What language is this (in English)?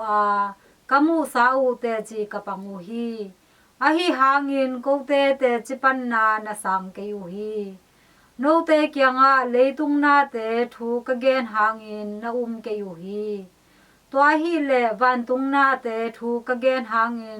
Tedim Chin